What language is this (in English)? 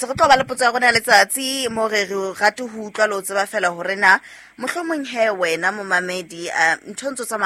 Southern Sotho